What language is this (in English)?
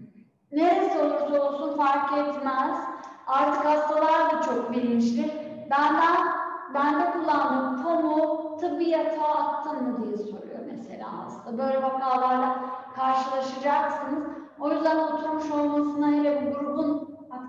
Turkish